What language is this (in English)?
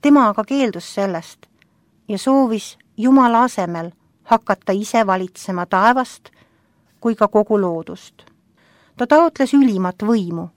Estonian